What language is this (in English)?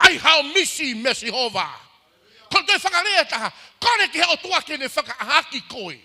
Tongan